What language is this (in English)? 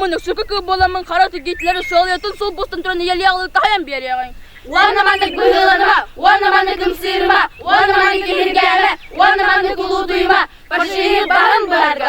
Yakut